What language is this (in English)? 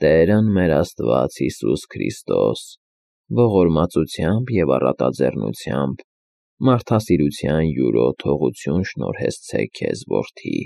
Armenian